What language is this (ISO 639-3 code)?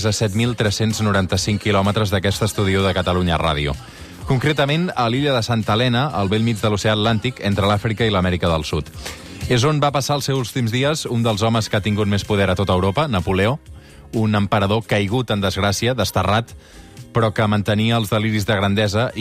cat